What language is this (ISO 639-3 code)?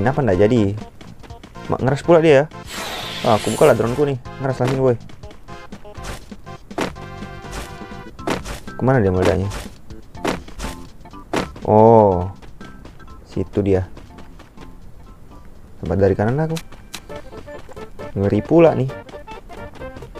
ind